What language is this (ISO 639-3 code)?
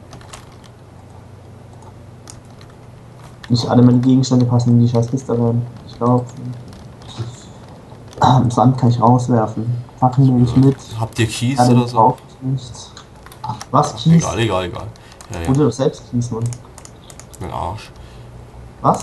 deu